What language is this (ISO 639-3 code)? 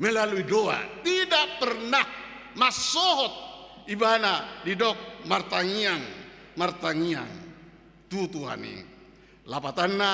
bbc